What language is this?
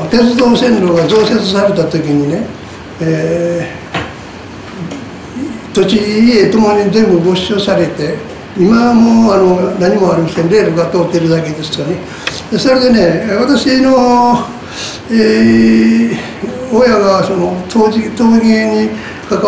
Japanese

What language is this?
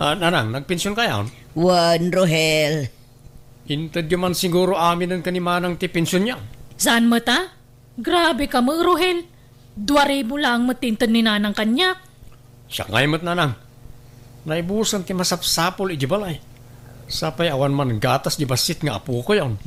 Iloko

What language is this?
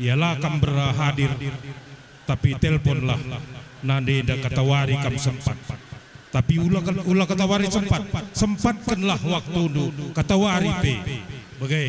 Batak Karo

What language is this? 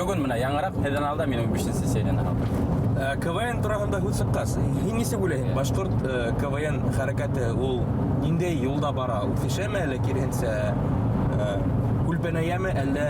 Bashkir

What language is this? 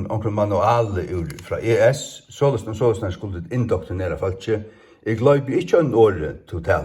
Faroese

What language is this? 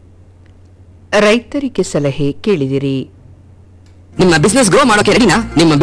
Kannada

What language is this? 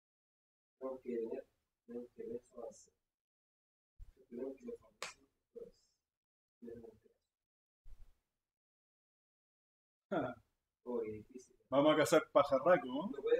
Spanish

